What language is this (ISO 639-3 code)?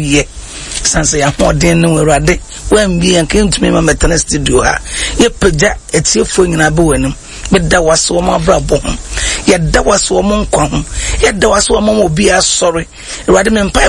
aka